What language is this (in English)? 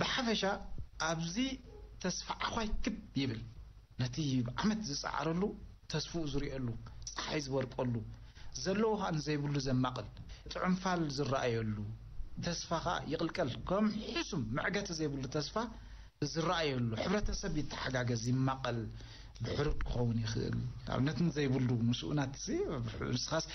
Tigrinya